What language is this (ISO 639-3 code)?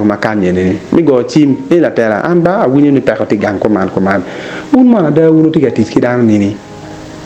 ach